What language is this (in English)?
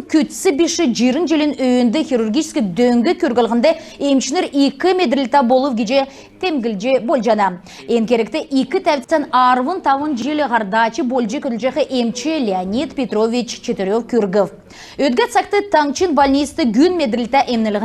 Kalmyk